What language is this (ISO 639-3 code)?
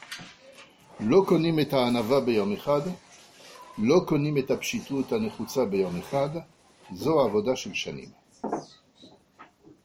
heb